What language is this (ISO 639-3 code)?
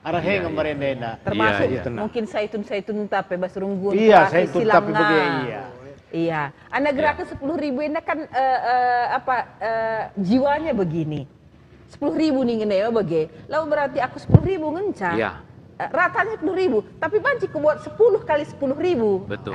btx